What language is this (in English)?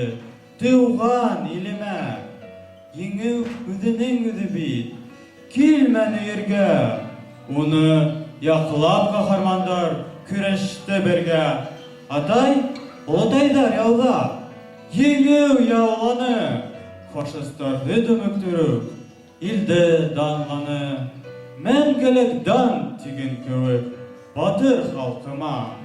Bashkir